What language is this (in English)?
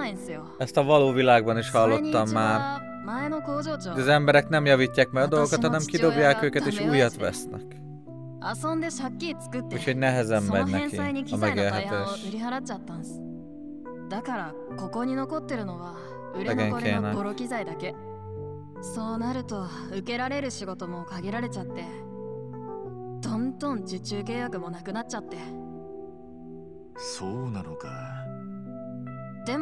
Japanese